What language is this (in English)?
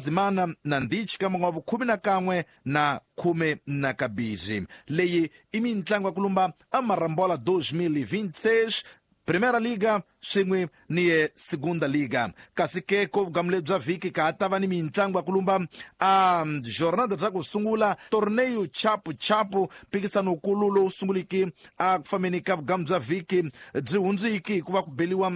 Tsonga